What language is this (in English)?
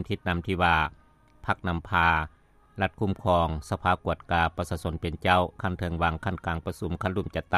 Lao